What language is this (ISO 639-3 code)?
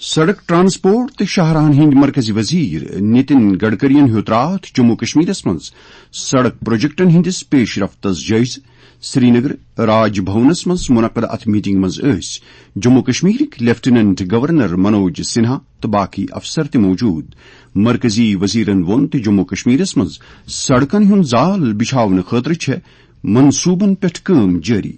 kas